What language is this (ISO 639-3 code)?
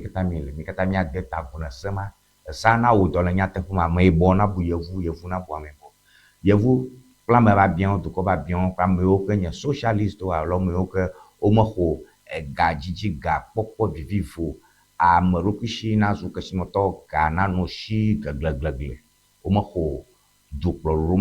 ewe